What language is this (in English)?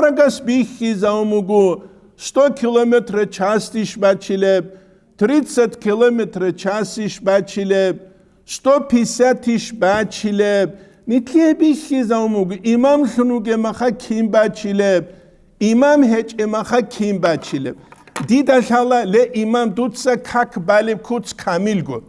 Avaric